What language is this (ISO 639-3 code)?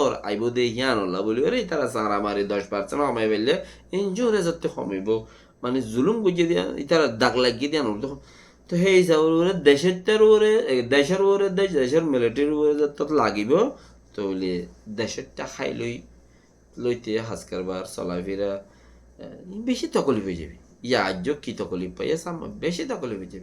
rhg